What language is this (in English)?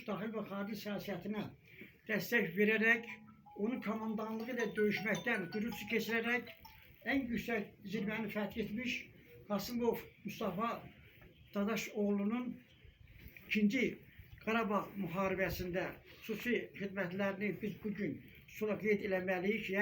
Azerbaijani